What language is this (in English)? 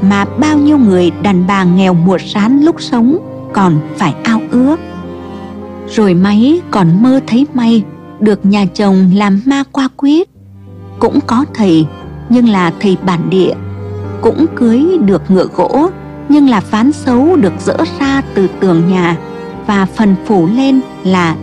Vietnamese